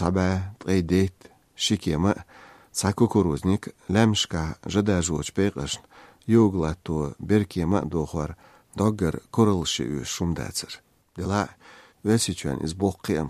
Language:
Chechen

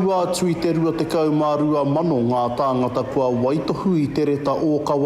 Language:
Māori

